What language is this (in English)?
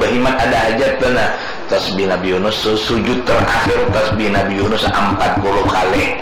Banjar